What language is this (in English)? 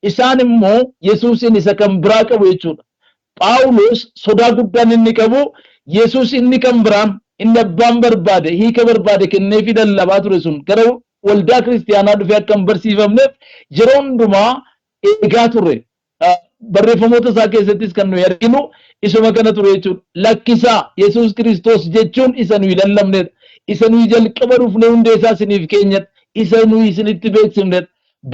Oromo